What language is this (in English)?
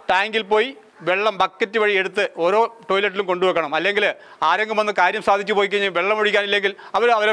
Malayalam